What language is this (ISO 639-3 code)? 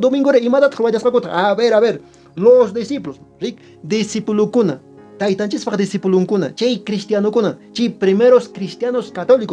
que